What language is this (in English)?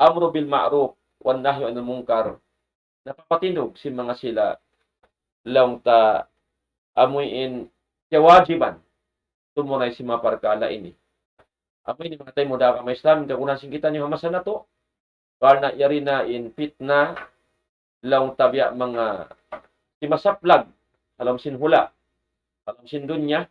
Tausug